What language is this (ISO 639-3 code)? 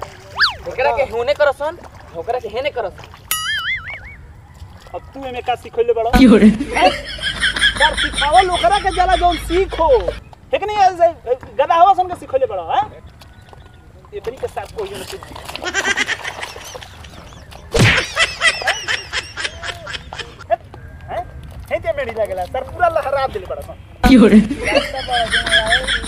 bho